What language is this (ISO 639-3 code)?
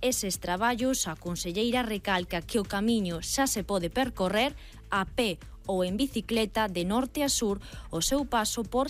glg